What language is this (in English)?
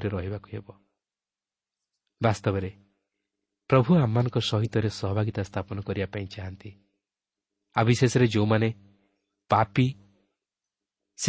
Odia